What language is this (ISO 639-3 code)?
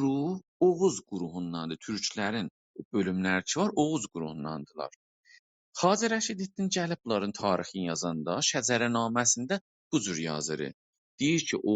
azb